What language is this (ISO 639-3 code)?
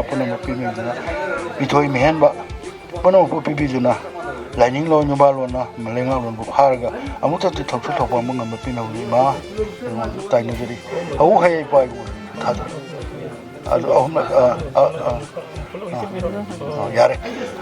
mni